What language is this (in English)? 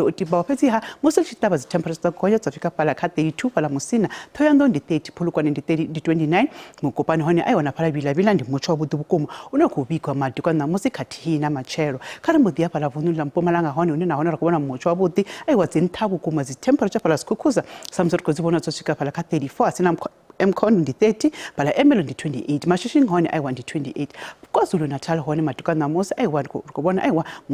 Venda